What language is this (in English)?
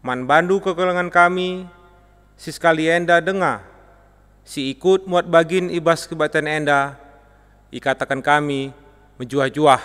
Batak Karo